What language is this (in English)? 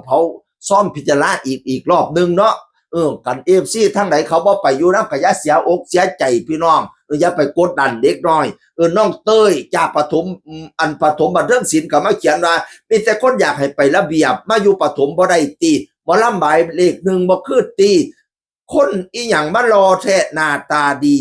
Northeastern Thai